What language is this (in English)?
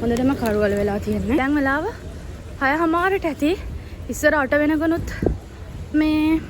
Sinhala